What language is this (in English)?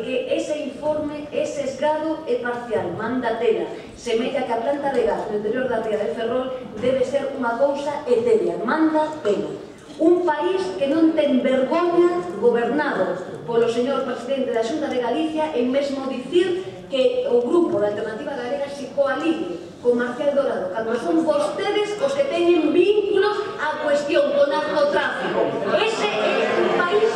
Galician